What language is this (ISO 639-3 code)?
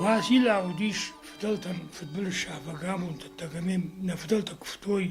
oss